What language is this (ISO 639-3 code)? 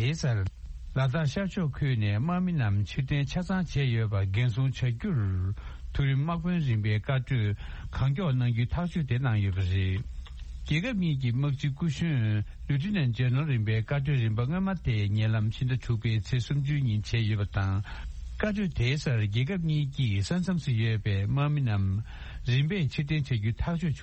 bod